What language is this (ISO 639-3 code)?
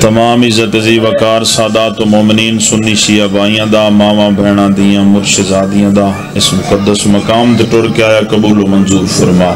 skr